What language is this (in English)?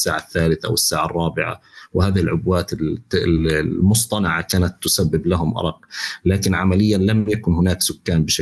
North Levantine Arabic